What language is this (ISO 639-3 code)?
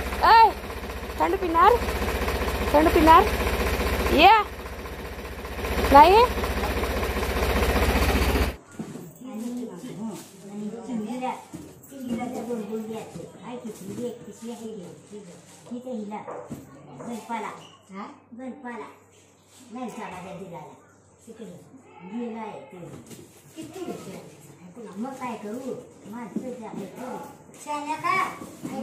mar